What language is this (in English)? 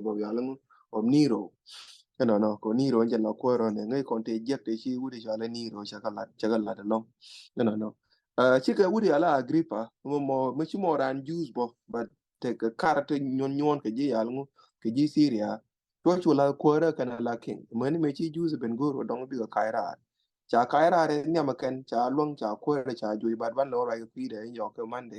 Nuer